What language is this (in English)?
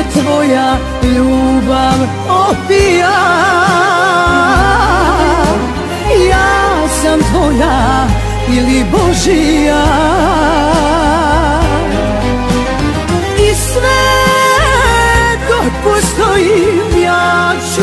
Serbian